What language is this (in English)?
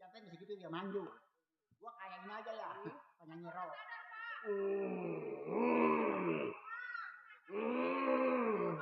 Betawi